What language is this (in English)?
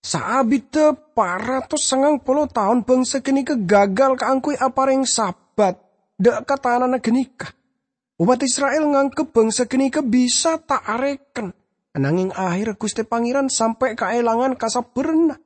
Madurese